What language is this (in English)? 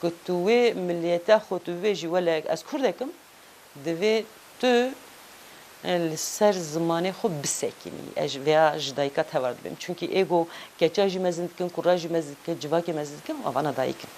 Kurdish